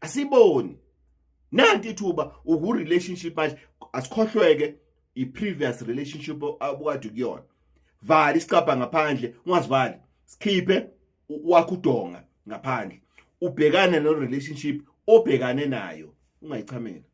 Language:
Zulu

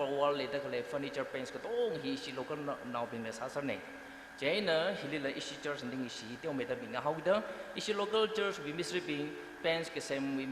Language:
Tangkhul Naga (India)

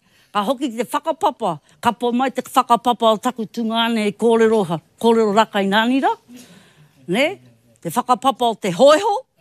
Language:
Māori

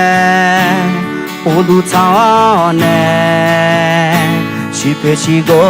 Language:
Akha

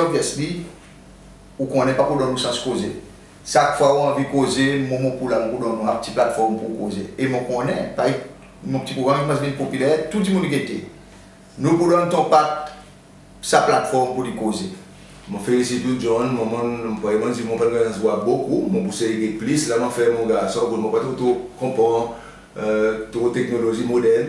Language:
Seselwa Creole French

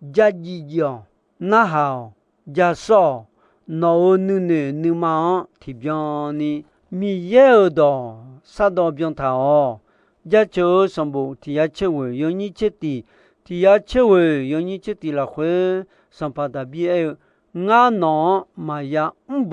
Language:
Akha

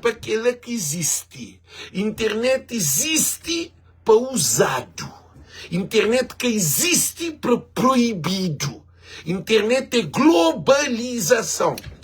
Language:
Kabuverdianu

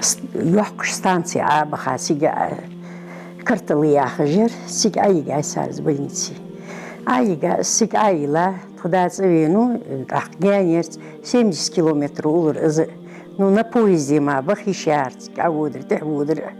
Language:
Ingush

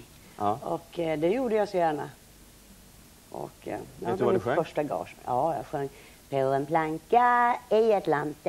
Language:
Swedish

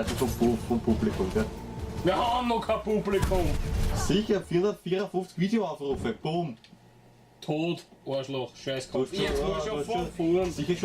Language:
Bavarian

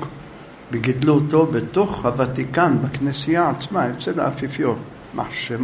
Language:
Hebrew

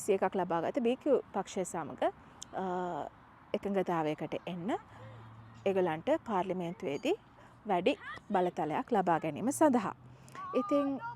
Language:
Sinhala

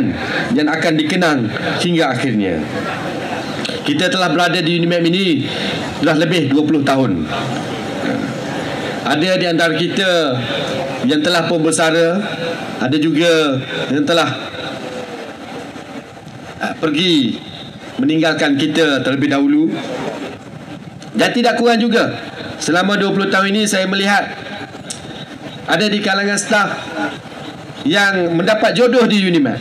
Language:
Malay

